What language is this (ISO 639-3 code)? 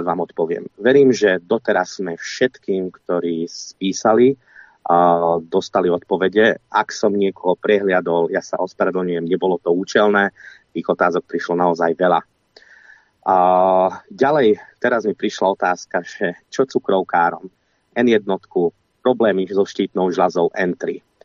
slk